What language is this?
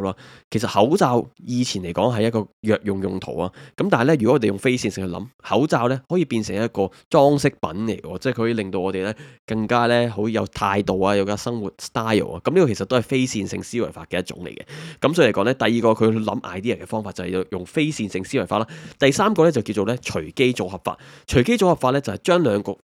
Cantonese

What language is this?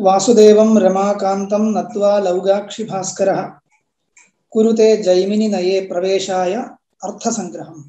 Sanskrit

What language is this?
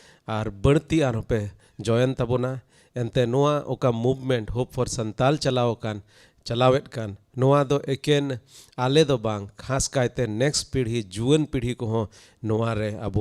Santali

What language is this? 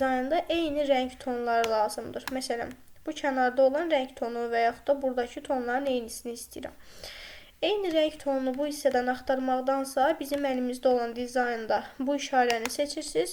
Azerbaijani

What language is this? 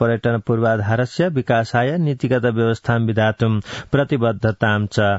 Sanskrit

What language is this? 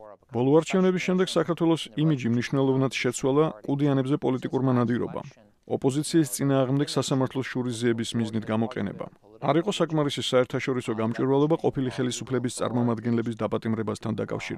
Georgian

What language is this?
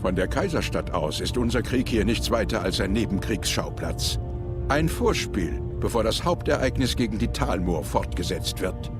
Swiss German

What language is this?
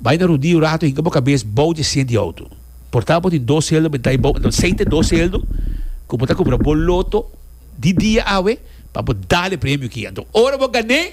Papiamento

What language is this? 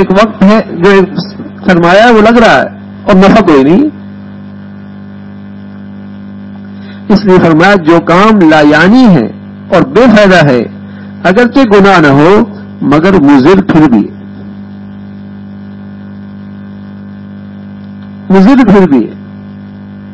Urdu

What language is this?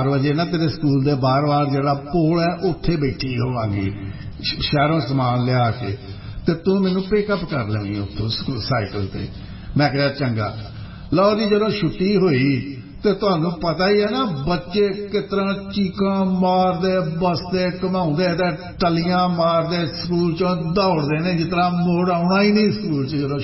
Punjabi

